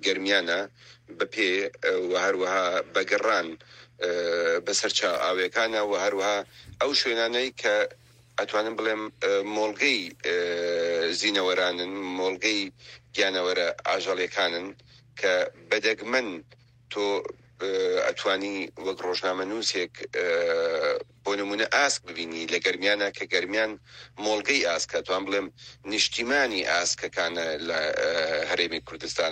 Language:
Central Kurdish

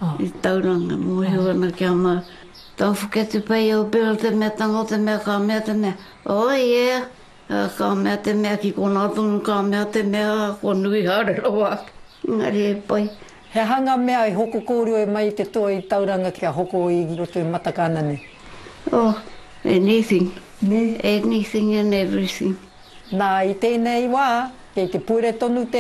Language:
Māori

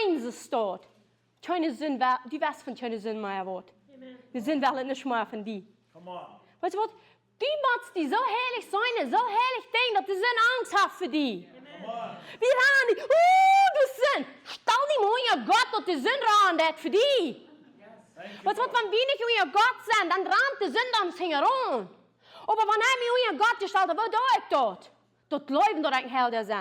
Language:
Plautdietsch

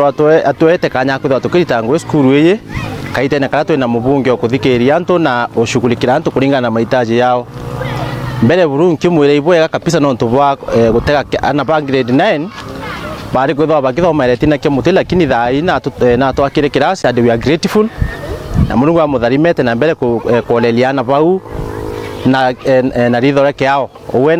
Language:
Meru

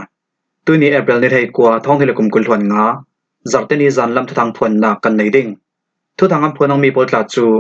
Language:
Falam Chin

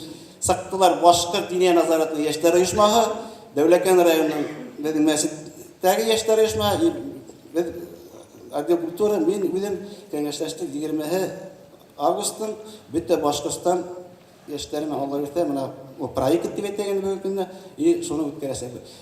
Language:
Bashkir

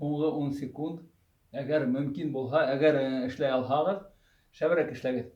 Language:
Bashkir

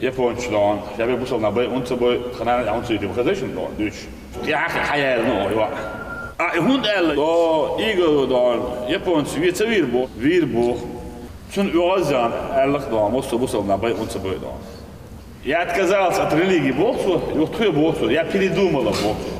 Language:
Chechen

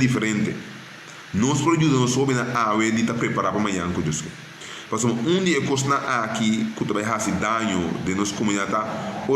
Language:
Papiamento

